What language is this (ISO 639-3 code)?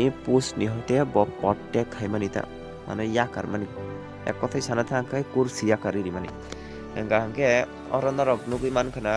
trp